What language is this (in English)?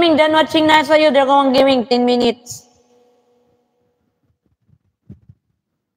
Filipino